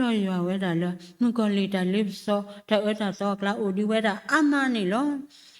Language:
S'gaw Karen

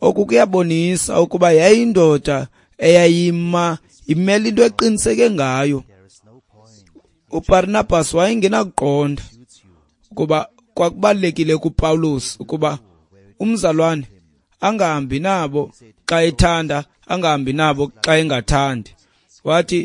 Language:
Xhosa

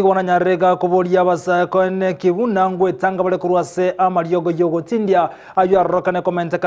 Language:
Gusii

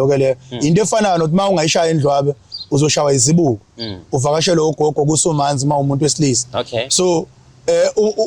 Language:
Zulu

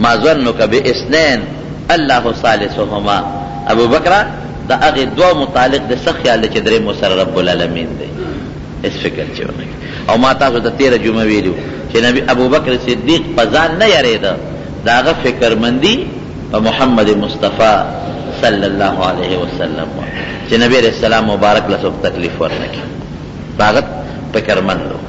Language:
Pashto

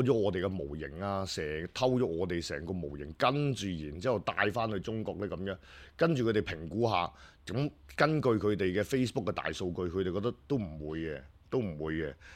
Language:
Cantonese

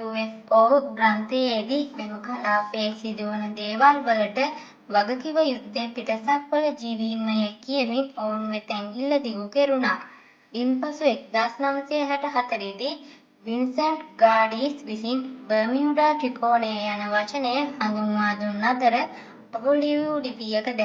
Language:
Sinhala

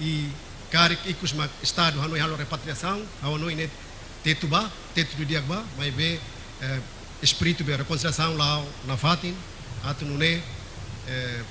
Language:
Tetum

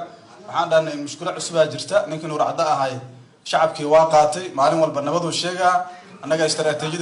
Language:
Somali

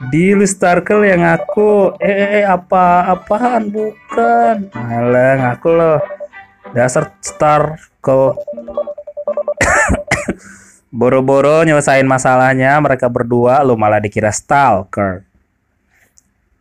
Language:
Indonesian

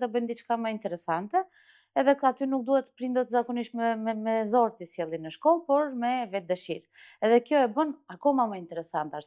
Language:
Macedonian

